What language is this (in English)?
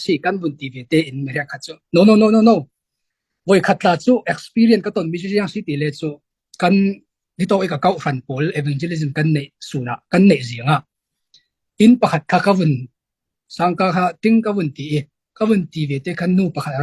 Falam Chin